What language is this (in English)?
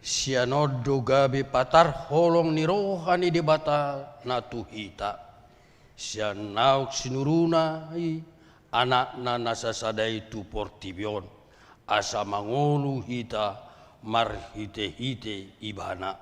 Batak Toba